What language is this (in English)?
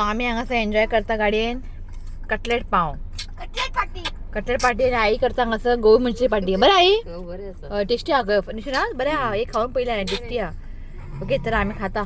Konkani